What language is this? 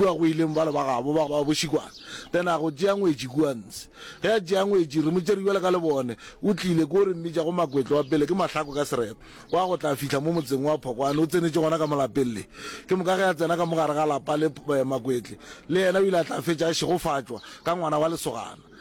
Northern Sotho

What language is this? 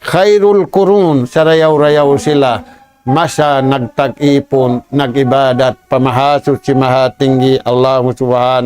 Tausug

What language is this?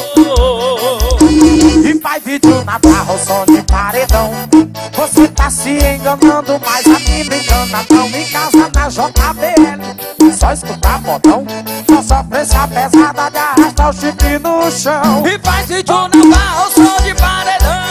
Portuguese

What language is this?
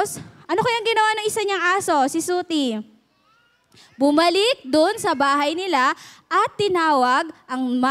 Filipino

